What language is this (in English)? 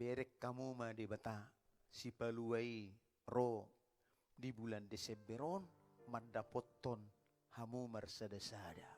Batak Toba